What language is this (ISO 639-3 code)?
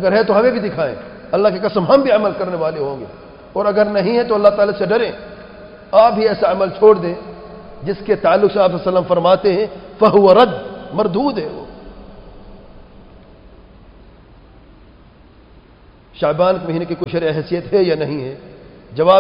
urd